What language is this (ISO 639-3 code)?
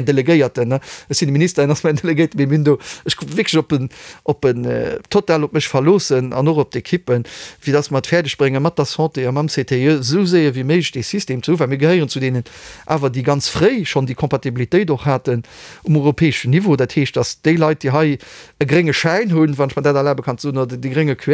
ltz